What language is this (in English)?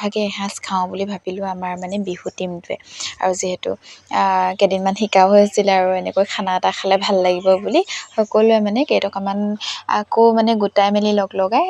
Assamese